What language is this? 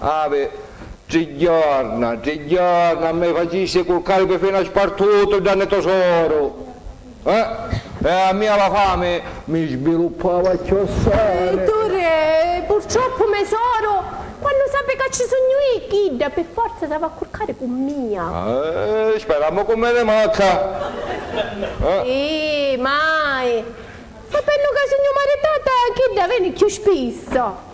Sicilian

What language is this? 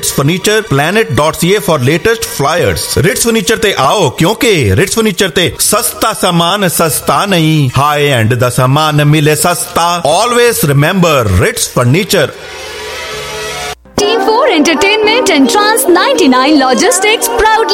Punjabi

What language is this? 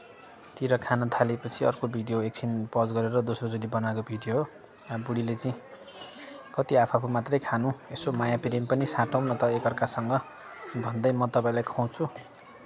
Nepali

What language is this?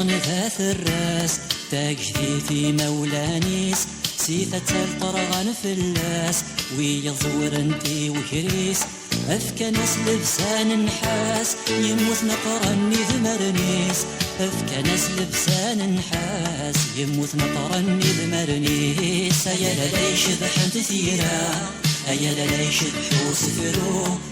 Kabyle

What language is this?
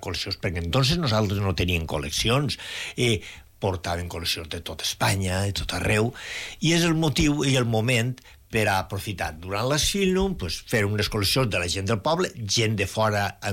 Catalan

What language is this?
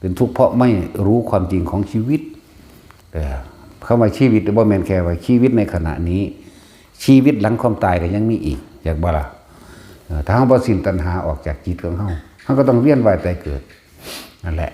Northeastern Thai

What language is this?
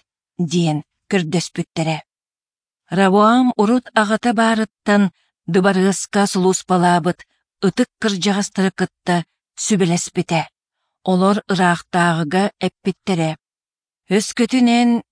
Yakut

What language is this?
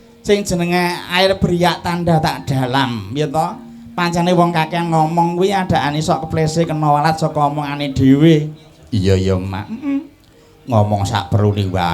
Javanese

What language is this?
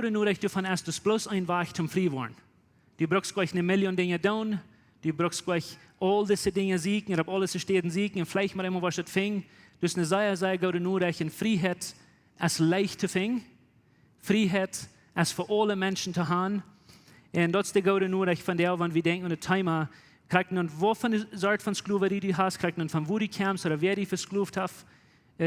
Plautdietsch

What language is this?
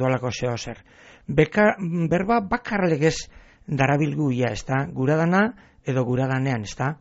Basque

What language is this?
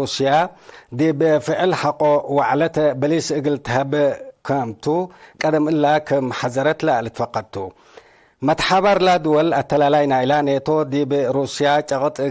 Tigre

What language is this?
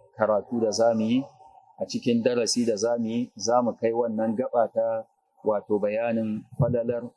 Hausa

